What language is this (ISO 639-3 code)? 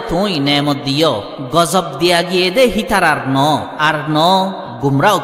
rhg